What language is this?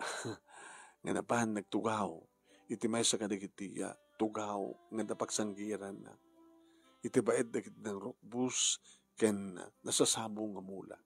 Iloko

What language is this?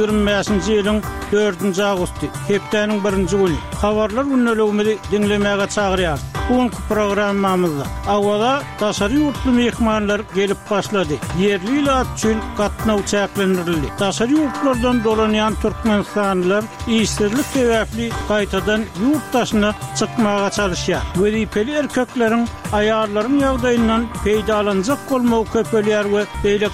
Turkmen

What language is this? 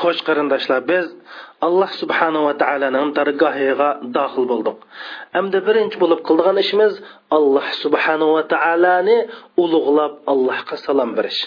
Uyghur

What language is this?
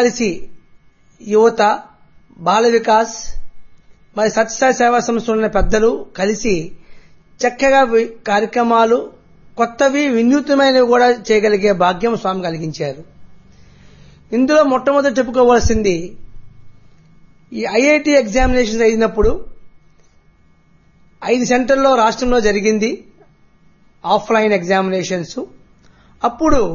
Telugu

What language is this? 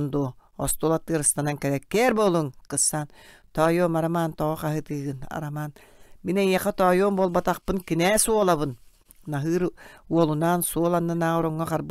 Yakut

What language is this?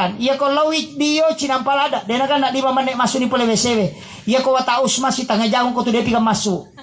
Buginese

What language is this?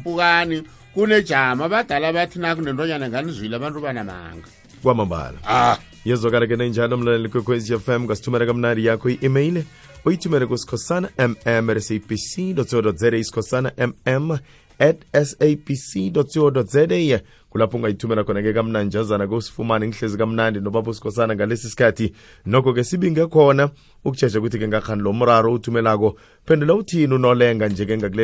South Ndebele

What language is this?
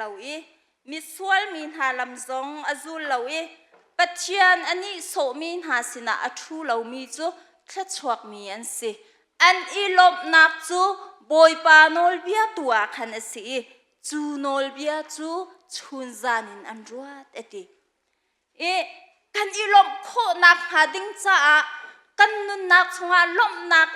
Hakha Chin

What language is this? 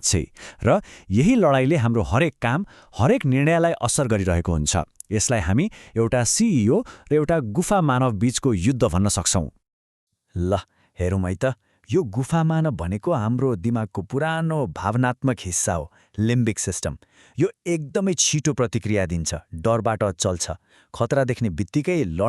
Nepali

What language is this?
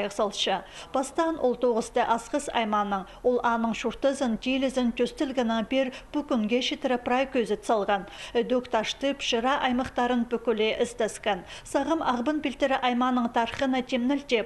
Khakas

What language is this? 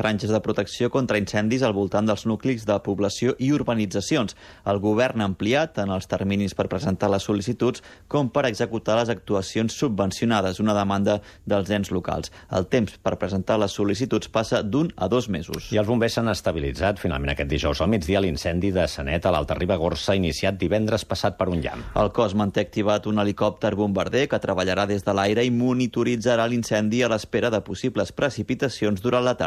Catalan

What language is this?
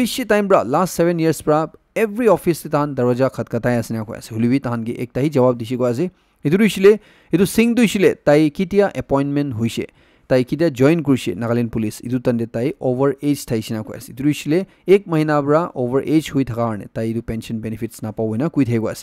Naga Pidgin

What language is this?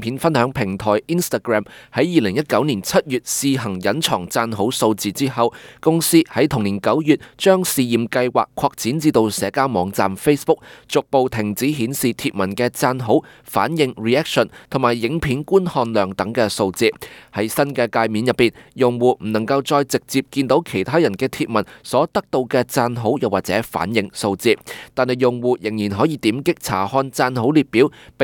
Cantonese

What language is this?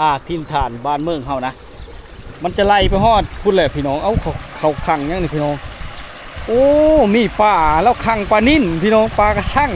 Lao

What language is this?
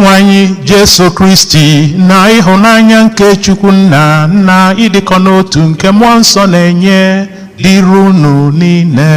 Igbo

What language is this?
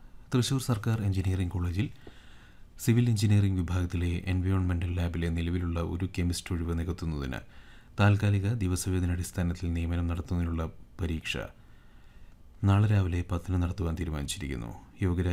Malayalam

